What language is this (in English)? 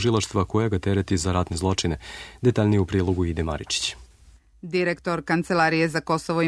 Serbian